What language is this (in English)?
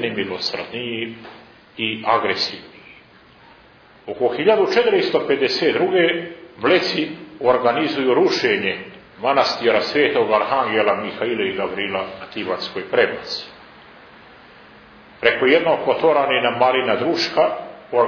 Serbian